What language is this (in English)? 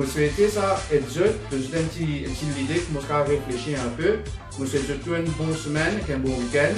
Morisyen